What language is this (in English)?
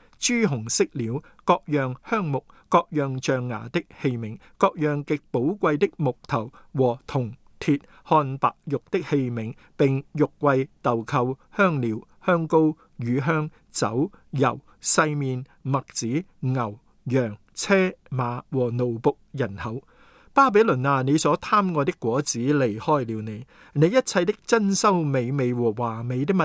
Cantonese